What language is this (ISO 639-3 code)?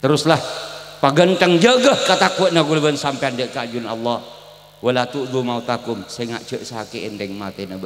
mad